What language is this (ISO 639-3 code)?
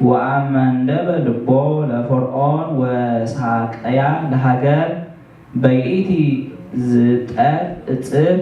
gez